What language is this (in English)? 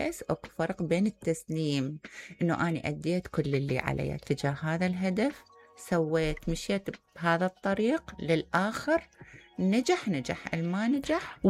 Mesopotamian Arabic